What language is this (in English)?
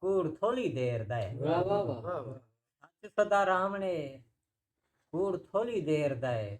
Saraiki